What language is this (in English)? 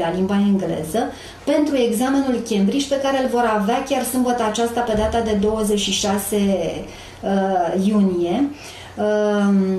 Romanian